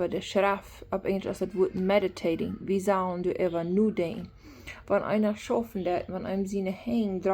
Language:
Plautdietsch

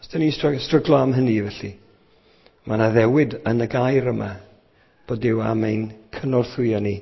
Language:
Welsh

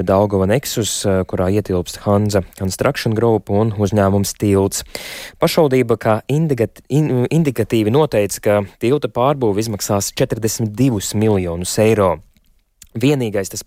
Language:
Latvian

